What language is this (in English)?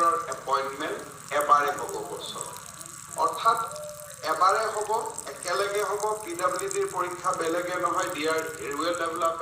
Assamese